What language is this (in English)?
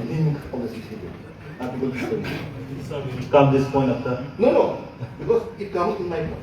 Karbi